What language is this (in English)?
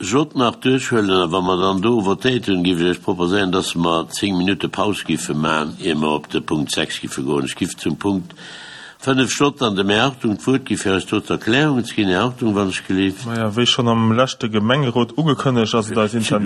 Luxembourgish